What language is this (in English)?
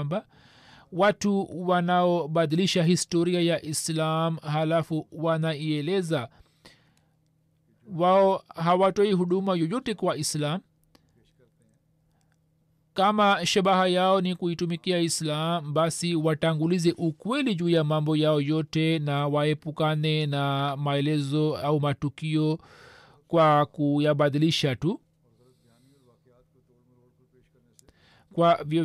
Swahili